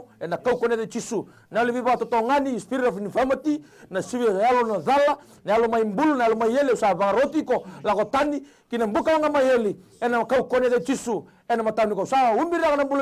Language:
Fijian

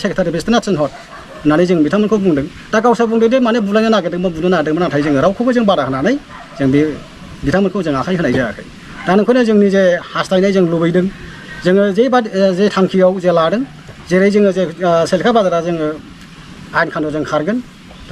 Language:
Bodo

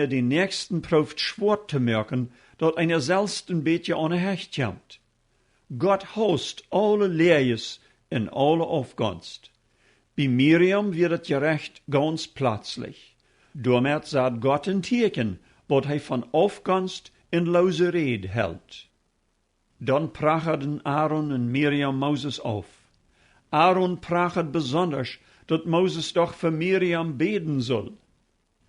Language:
Plautdietsch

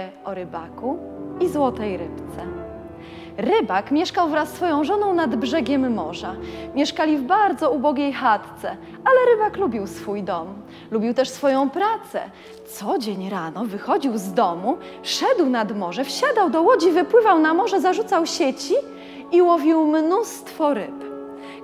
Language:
Polish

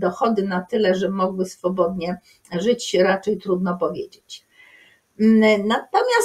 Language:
Polish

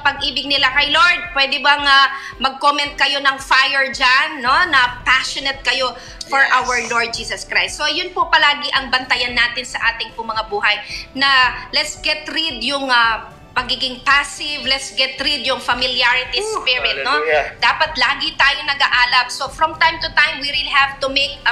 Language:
Filipino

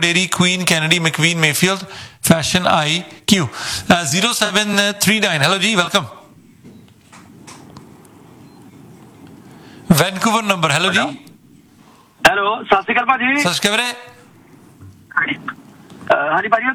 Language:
Punjabi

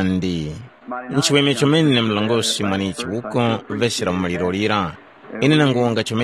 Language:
Tumbuka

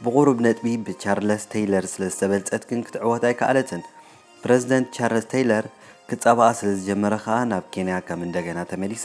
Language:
Tigrinya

